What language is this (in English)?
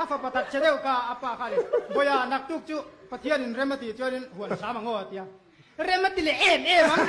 Mizo